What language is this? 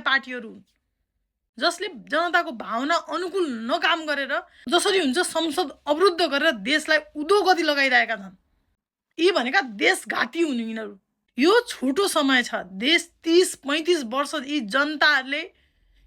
Nepali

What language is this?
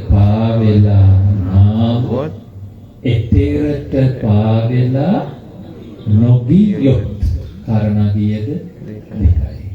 Sinhala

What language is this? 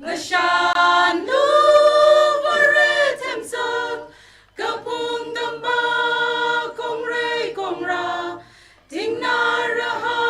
Tangkhul Naga (India)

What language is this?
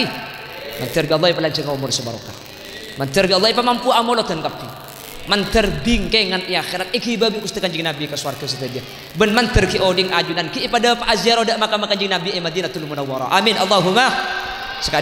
Madurese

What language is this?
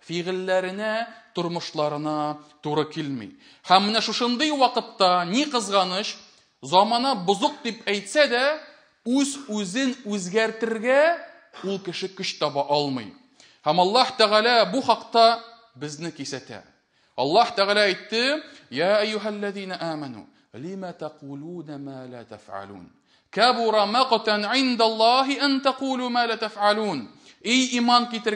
Tatar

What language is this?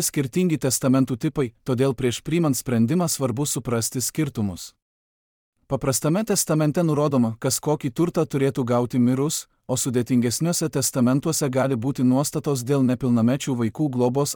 Lithuanian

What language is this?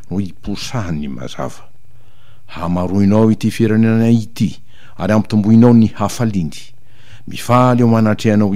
Malagasy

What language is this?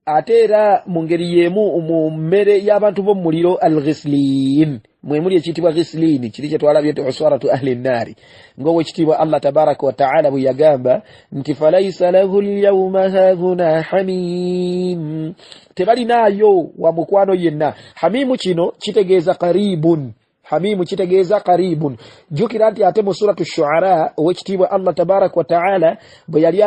Ganda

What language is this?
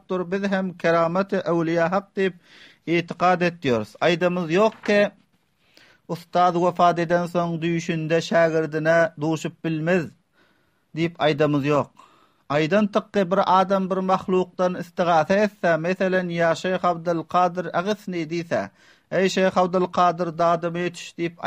Turkmen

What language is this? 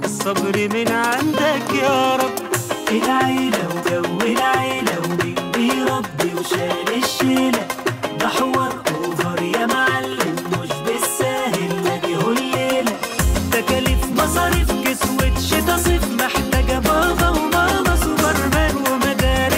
Egyptian Arabic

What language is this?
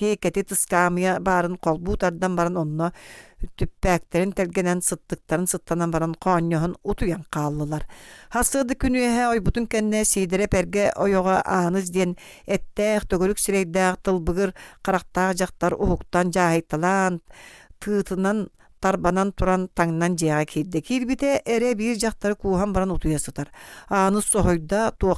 Yakut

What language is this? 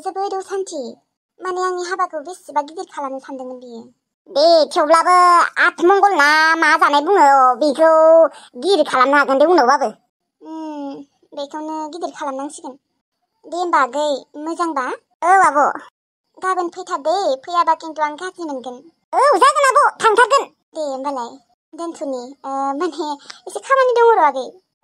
Bodo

